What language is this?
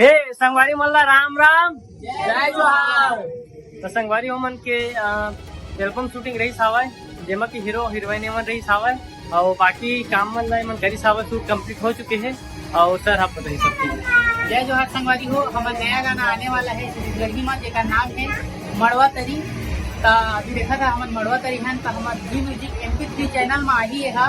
Chhattisgarhi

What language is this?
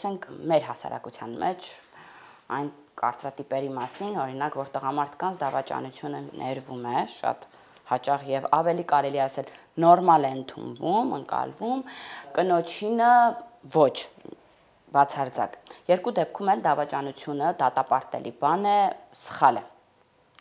Armenian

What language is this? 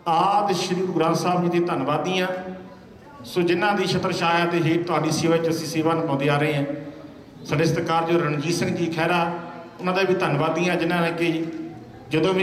Punjabi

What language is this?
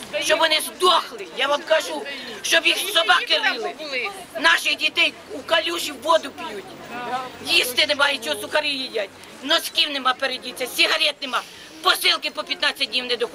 Ukrainian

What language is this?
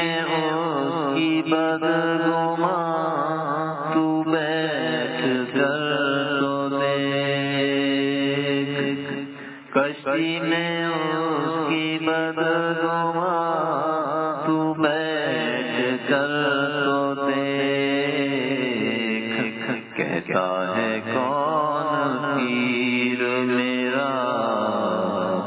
Urdu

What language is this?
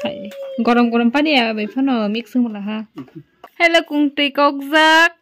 Kok Borok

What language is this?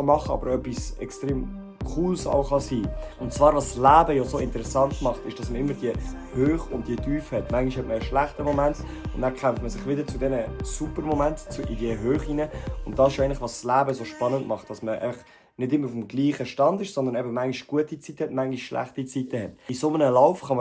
Swiss German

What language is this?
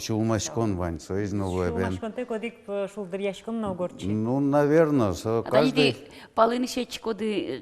Udmurt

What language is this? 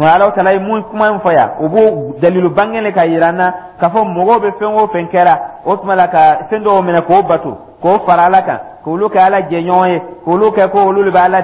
Dyula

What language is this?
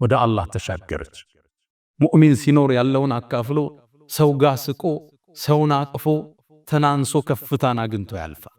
Amharic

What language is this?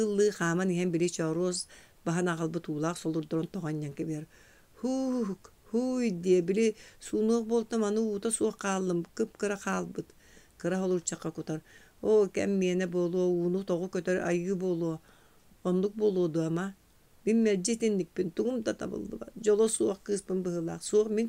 Yakut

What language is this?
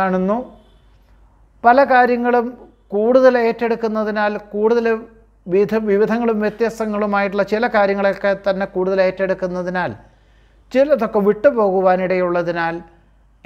Malayalam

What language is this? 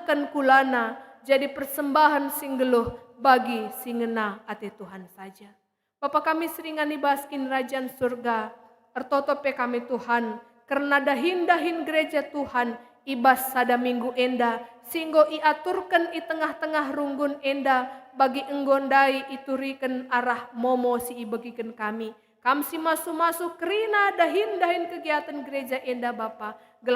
Batak Karo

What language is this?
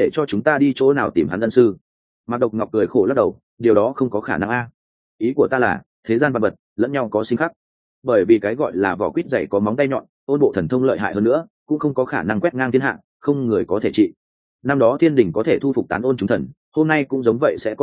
Vietnamese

